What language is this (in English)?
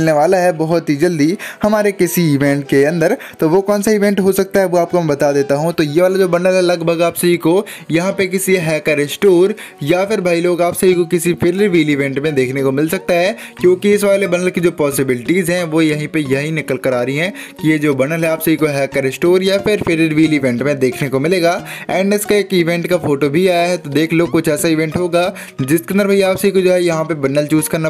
Hindi